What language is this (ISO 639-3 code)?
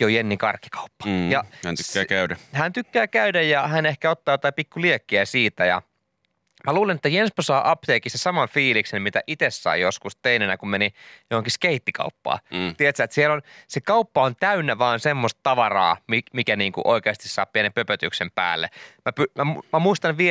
fin